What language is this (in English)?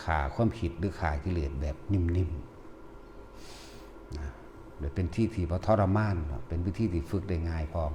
Northeastern Thai